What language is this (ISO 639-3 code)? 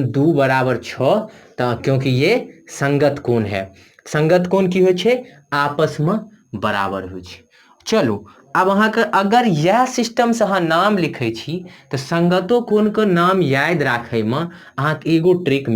mai